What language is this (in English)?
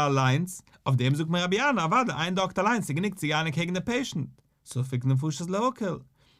Yiddish